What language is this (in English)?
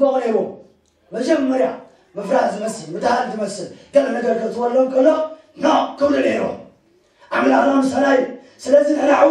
Tigrinya